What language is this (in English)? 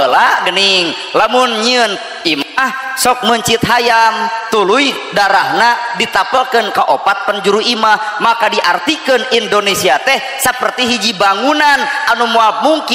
Sundanese